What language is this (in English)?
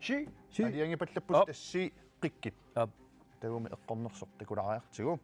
Kalaallisut